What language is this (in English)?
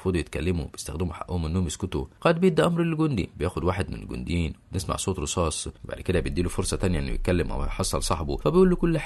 Egyptian Arabic